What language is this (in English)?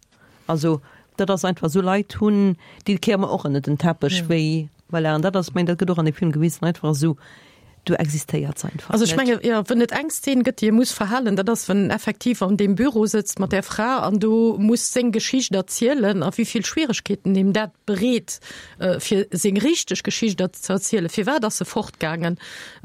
Luxembourgish